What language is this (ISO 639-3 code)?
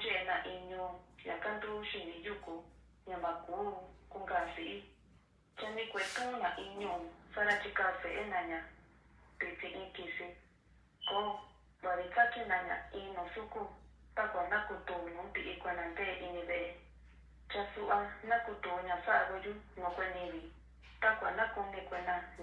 mix